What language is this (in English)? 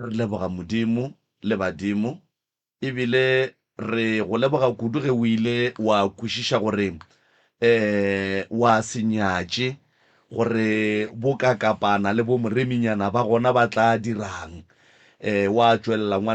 Northern Sotho